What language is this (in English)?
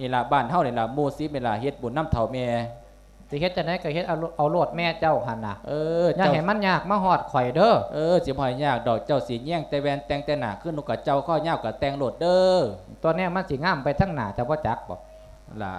Lao